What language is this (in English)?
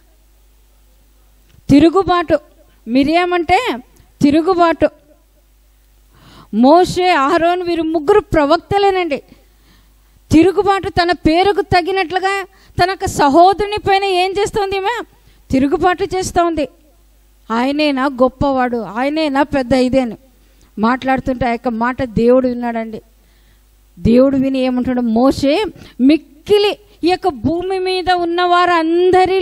Telugu